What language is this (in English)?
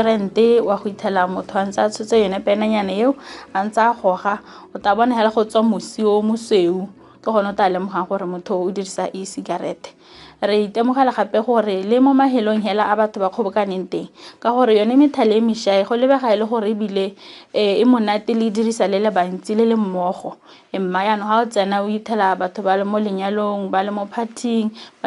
Tswana